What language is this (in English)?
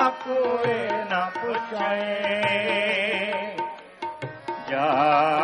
Punjabi